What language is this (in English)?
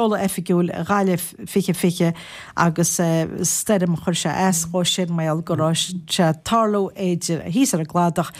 Irish